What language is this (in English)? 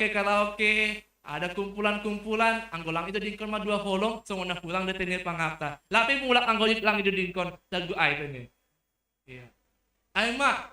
Batak Simalungun